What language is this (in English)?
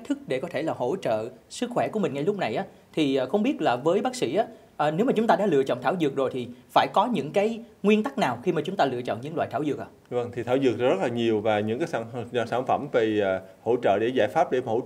Vietnamese